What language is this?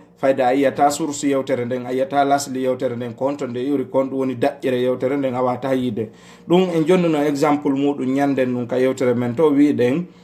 Fula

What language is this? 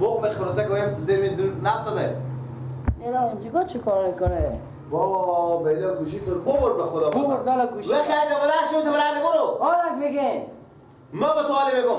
Persian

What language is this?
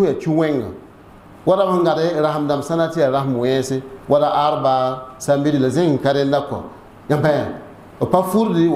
Mossi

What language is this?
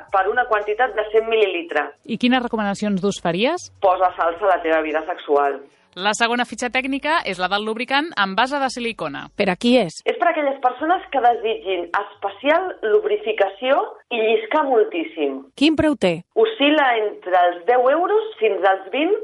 Catalan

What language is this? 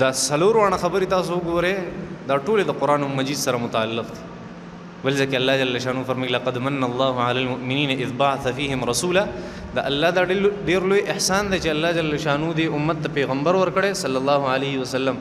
Pashto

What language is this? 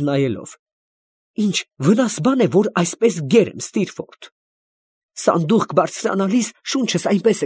Armenian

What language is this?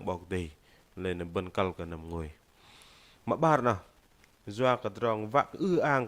Bahnar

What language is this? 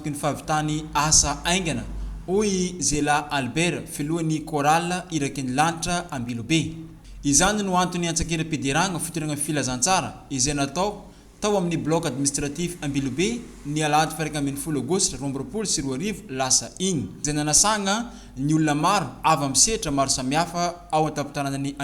Malagasy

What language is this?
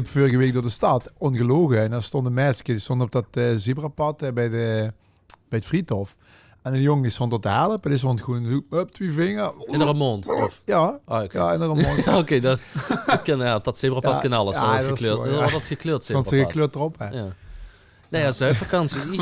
Limburgish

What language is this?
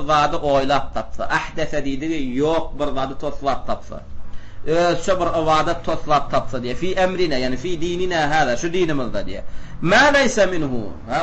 Turkmen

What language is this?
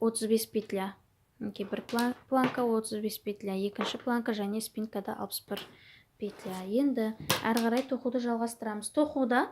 Kazakh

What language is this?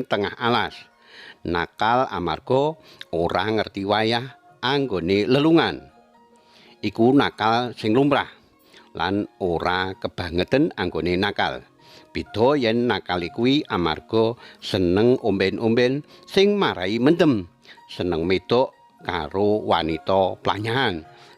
Javanese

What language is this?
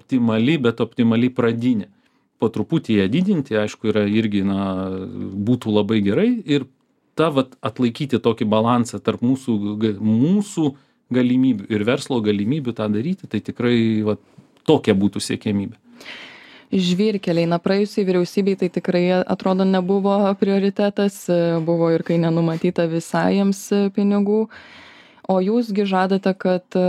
Lithuanian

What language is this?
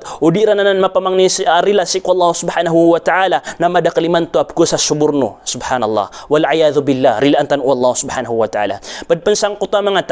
Maranao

